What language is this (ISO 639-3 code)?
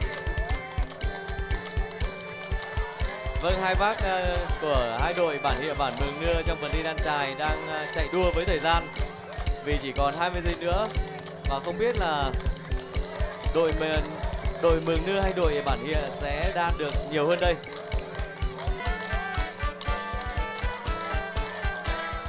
vie